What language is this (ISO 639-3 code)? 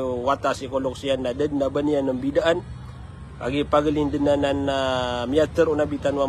mrw